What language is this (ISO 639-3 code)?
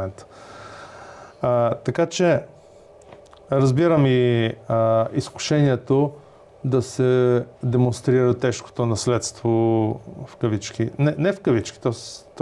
bul